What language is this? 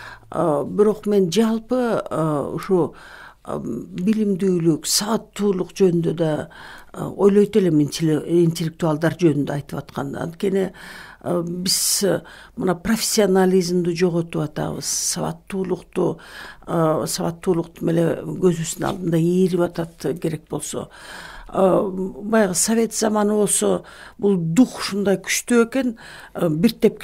Kyrgyz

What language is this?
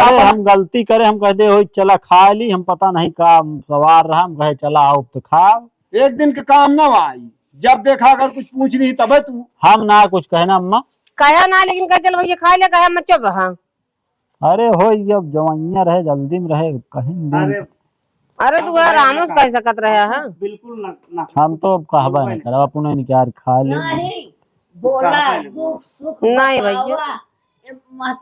Awadhi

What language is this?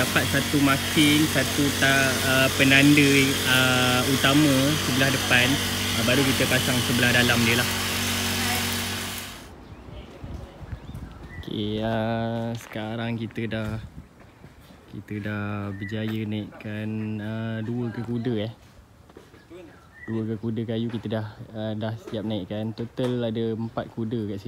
Malay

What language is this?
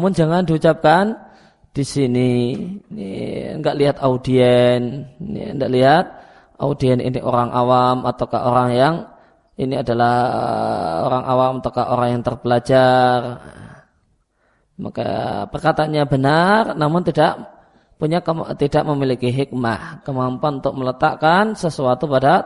Indonesian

